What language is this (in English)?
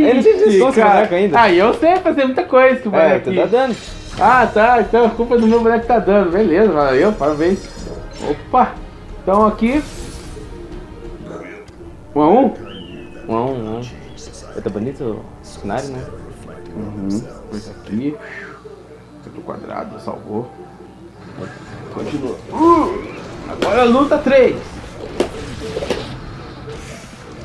Portuguese